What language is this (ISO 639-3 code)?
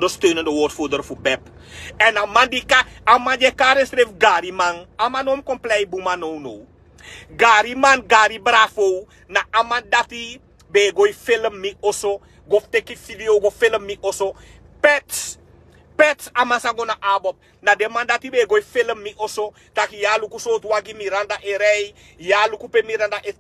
srn